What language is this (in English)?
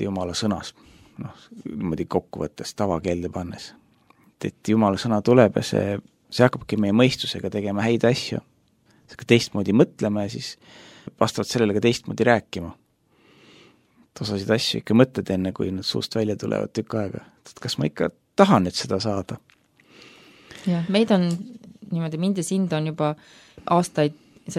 Estonian